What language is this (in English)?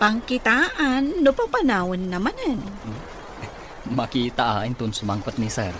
Iloko